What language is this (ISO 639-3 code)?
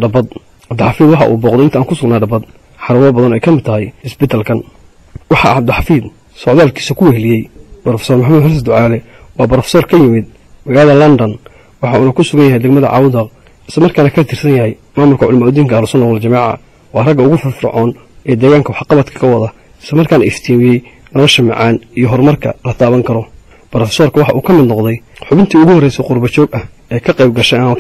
som